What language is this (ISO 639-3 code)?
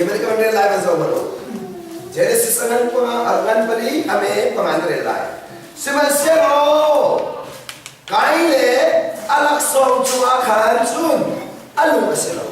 cnh